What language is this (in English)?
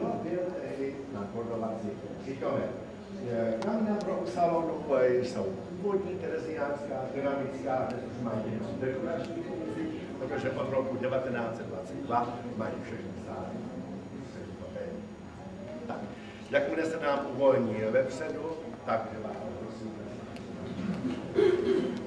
Czech